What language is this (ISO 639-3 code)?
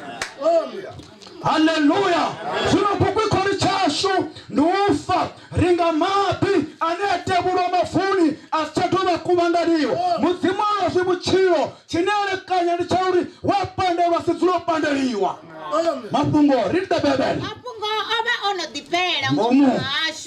ven